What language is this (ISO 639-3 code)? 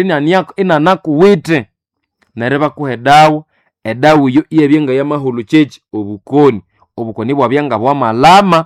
nnb